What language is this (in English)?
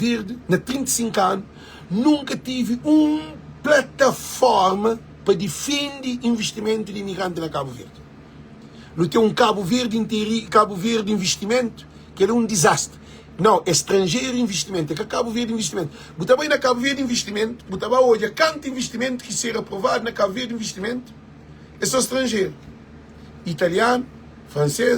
Kabuverdianu